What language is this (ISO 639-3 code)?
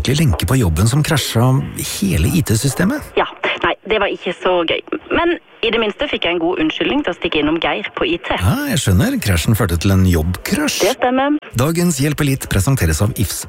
nor